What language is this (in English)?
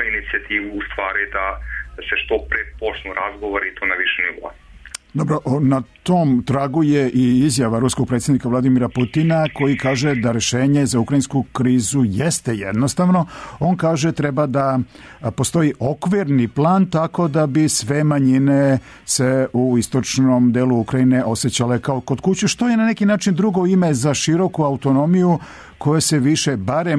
Serbian